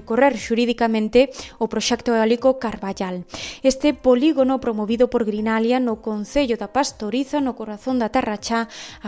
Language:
Galician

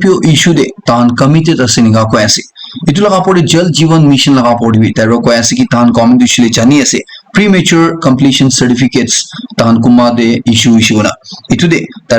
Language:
Naga Pidgin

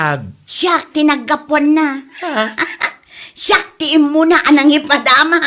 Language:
Iloko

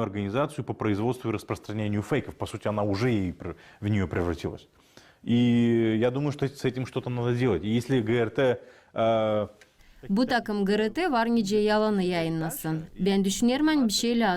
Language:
Gagauz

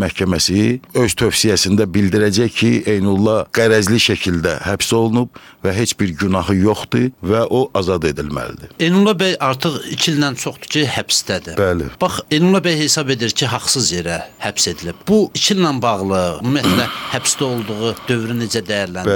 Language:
Azerbaijani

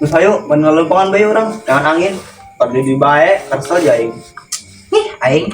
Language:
Sundanese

